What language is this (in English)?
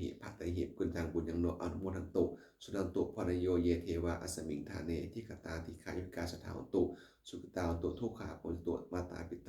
Pali